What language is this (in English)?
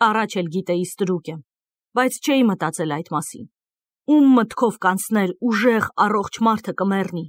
Armenian